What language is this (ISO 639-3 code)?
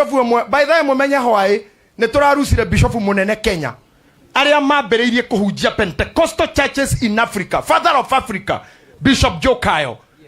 kik